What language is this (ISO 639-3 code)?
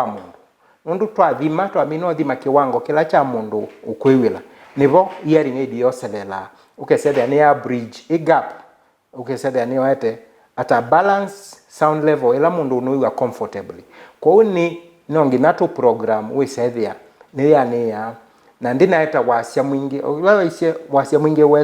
kam